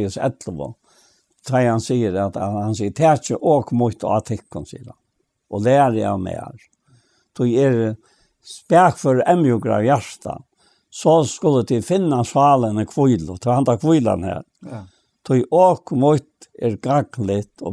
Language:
Faroese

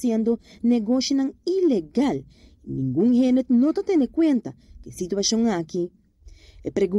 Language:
Papiamento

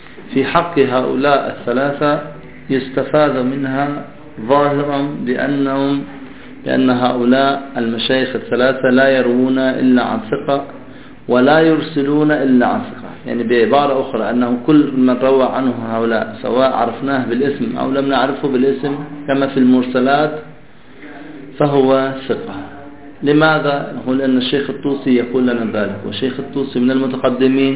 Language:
Arabic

